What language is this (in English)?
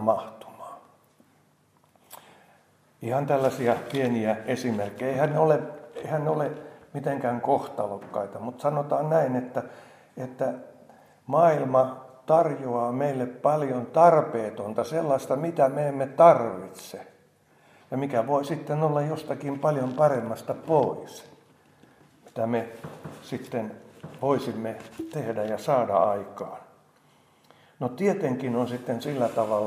Finnish